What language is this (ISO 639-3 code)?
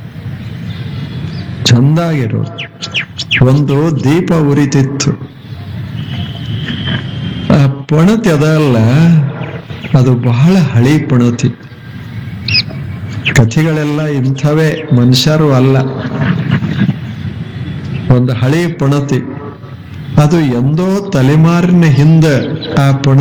kan